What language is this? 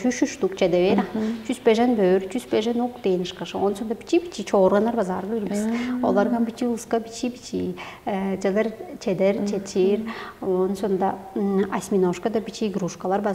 Tuvinian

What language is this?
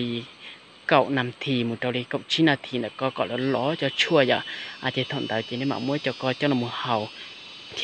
Hmong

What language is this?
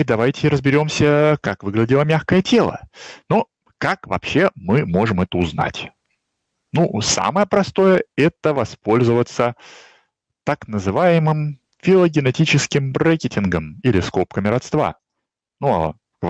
Russian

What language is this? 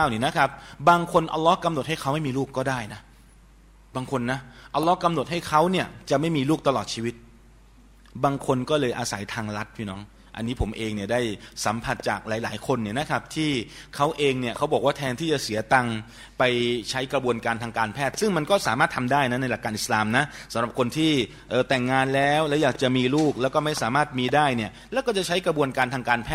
Thai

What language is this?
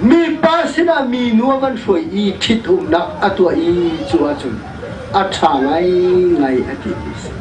Hakha Chin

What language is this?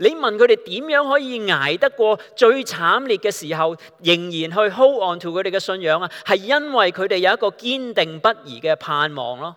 Cantonese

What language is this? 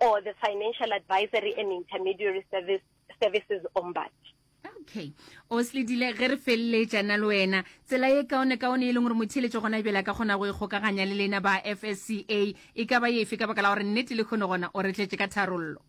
Northern Sotho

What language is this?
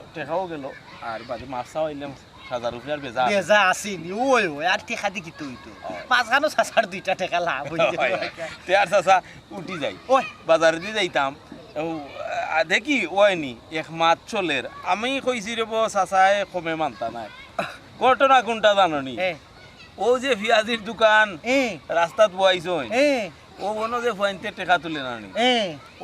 Sylheti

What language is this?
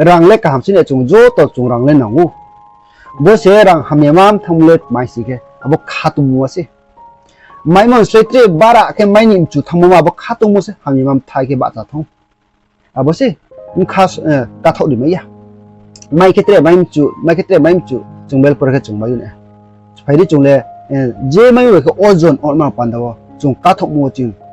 Riang (India)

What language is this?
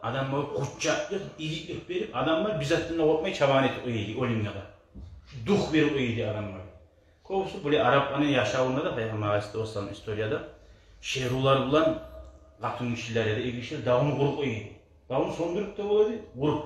Kumyk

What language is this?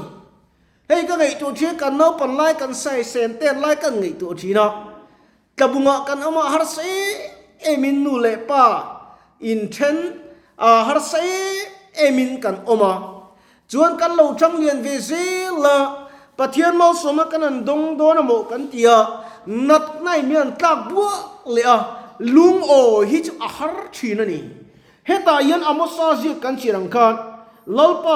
Mizo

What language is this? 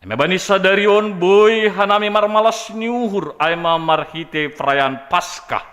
Batak Simalungun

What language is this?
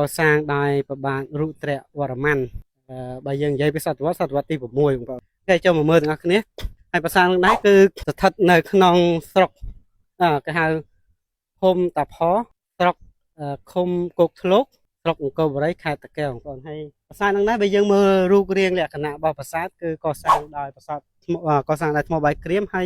Khmer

